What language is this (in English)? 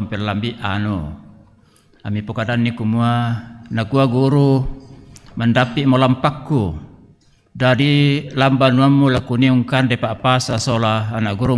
Toraja-Sa'dan